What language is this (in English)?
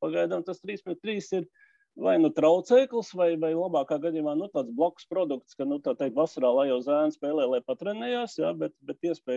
Latvian